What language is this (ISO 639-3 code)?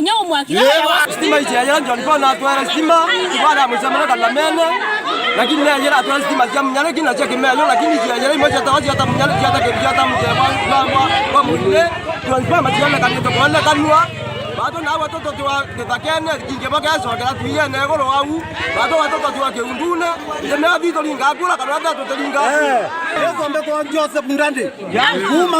mer